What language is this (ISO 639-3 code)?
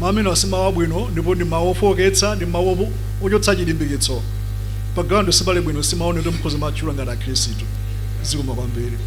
nya